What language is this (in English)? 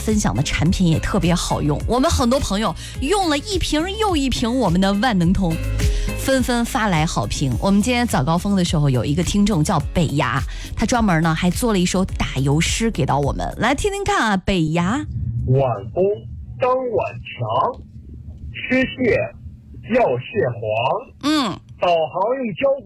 Chinese